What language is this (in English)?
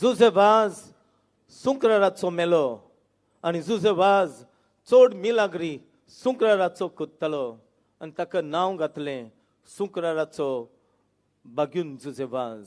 Konkani